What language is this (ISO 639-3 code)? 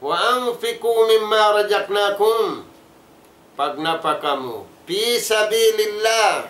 tsg